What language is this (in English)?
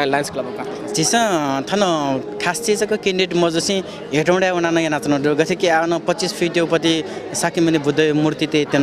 Newari